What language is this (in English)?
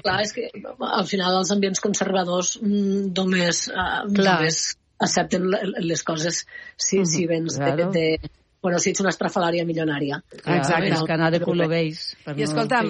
Catalan